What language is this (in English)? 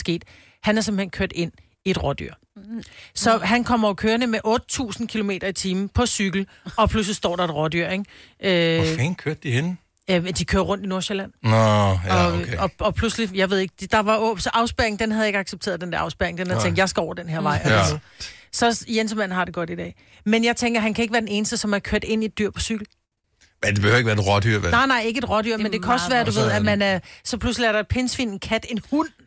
Danish